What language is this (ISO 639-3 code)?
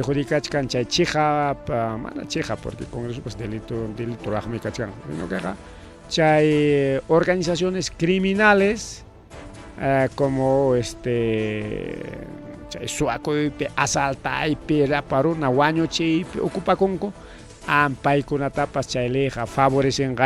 quy